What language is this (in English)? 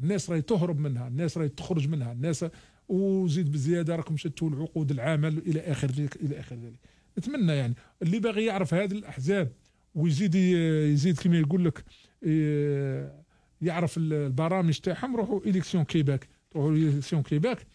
Algerian Arabic